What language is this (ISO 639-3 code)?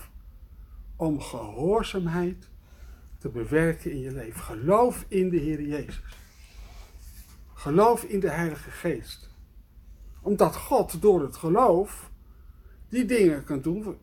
nld